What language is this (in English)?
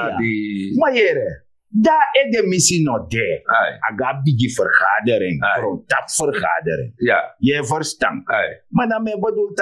Sranan Tongo